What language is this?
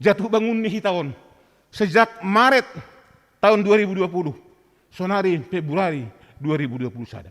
Batak Simalungun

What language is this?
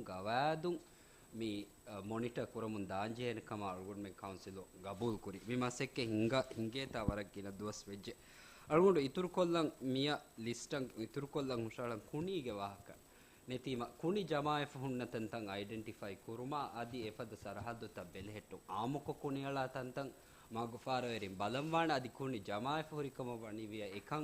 Divehi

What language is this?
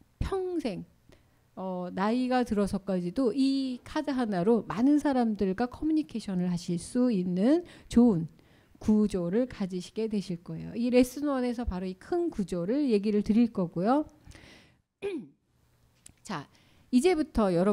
Korean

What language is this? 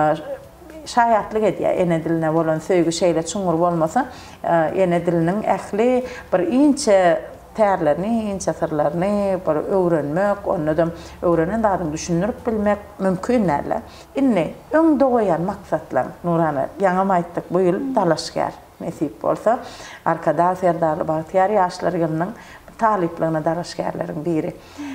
Turkmen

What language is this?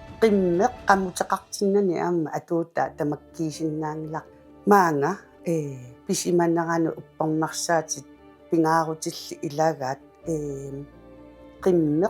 Kalaallisut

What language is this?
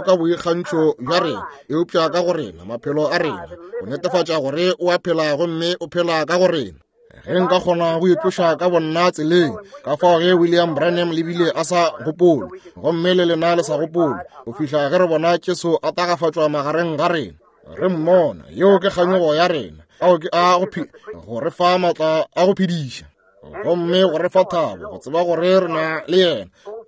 Northern Sotho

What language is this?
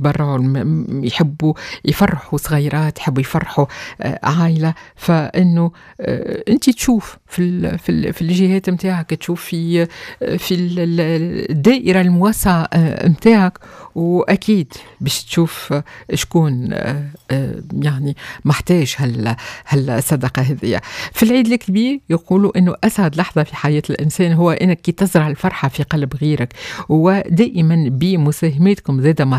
Tunisian Arabic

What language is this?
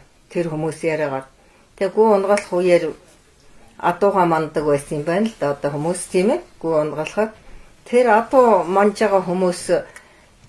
Mongolian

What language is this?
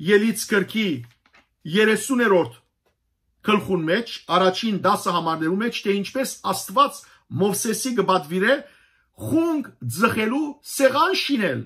Western Armenian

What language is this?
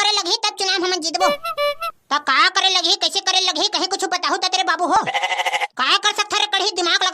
Chhattisgarhi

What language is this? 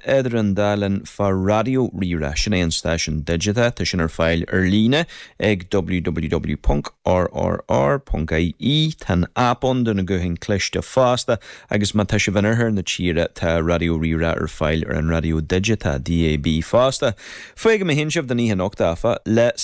Irish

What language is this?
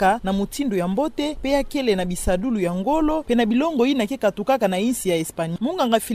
Kituba (Democratic Republic of Congo)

